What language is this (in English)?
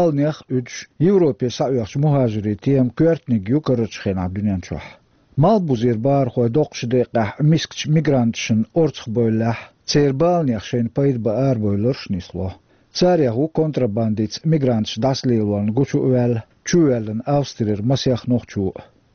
Chechen